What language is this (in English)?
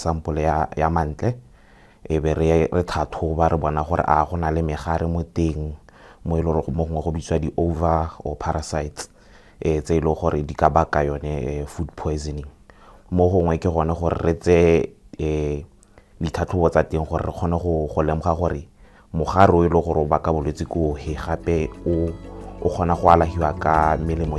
Tswana